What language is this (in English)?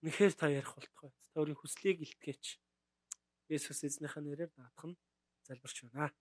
Mongolian